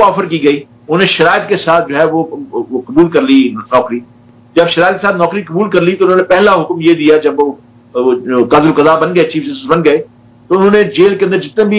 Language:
Urdu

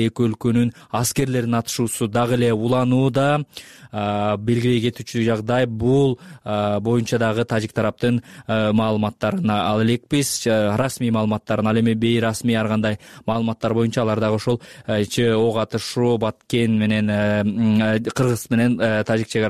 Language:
Kyrgyz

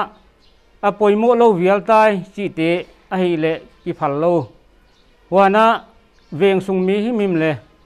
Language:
Paite Chin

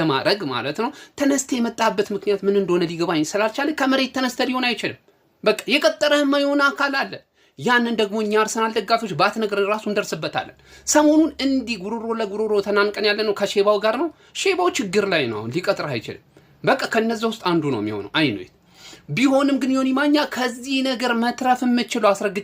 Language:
Amharic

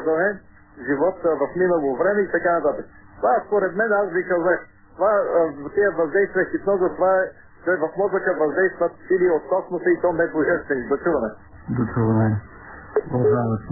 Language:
Bulgarian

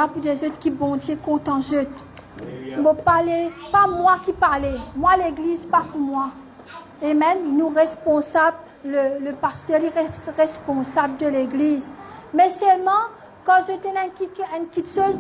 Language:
Morisyen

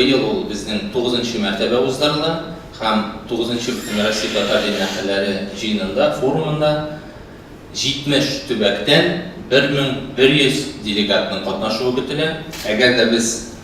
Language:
Tatar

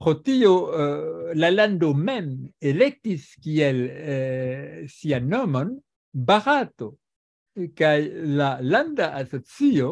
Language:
Esperanto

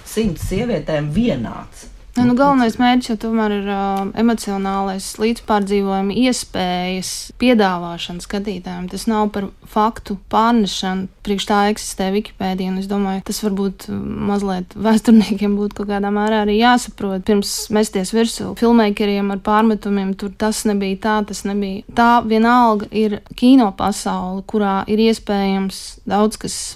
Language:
Latvian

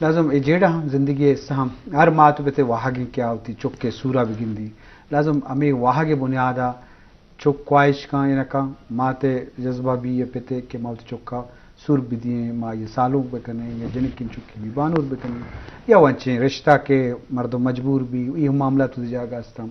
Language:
Eastern Balochi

